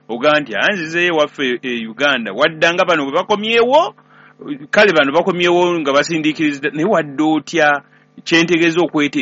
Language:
Ganda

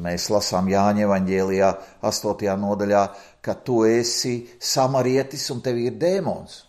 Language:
Latvian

